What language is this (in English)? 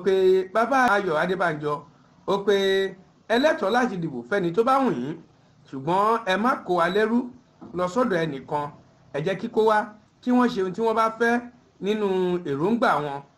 Yoruba